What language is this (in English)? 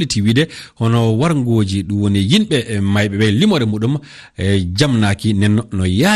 Fula